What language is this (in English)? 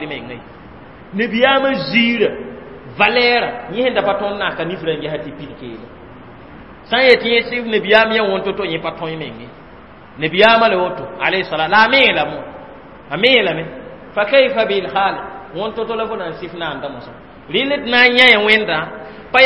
Mossi